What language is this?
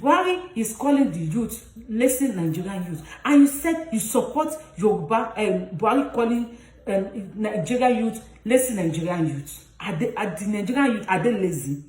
Yoruba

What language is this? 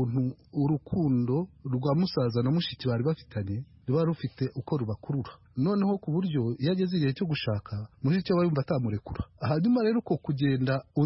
Kinyarwanda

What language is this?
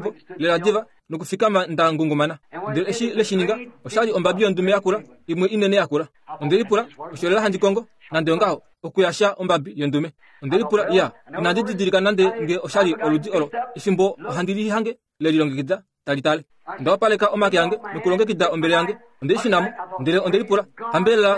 Kuanyama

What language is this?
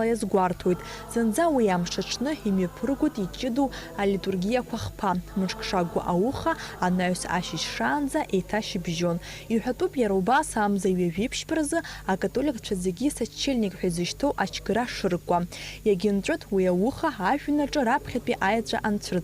Abkhazian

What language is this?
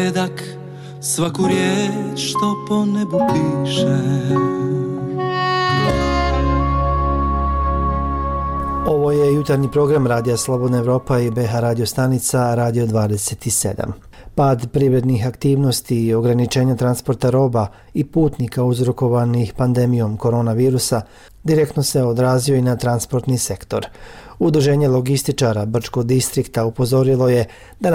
Bosnian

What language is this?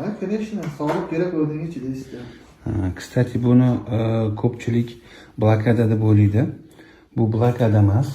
Uzbek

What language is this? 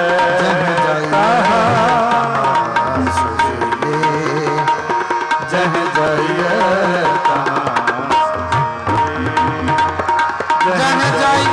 Punjabi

